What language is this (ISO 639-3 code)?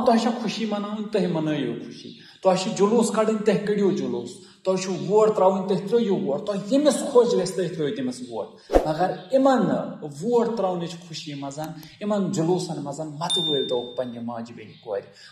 kas